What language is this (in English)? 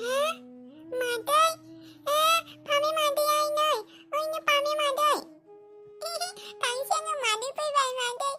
Bodo